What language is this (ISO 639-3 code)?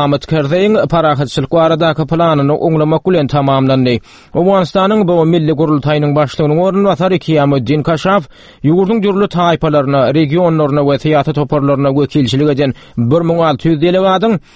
tuk